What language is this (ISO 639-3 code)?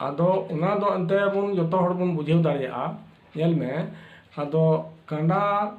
sat